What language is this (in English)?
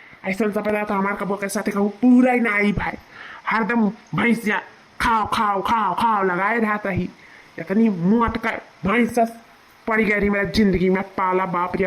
Awadhi